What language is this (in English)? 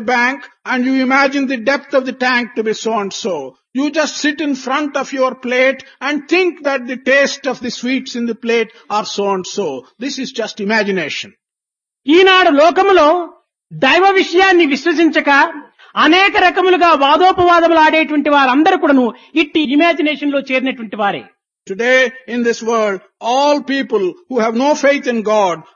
Telugu